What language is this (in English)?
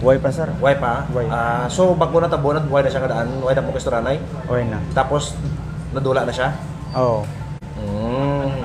Hiligaynon